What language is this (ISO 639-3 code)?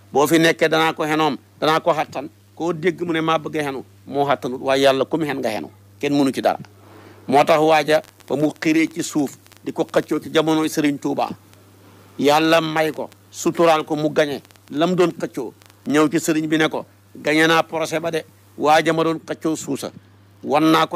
wol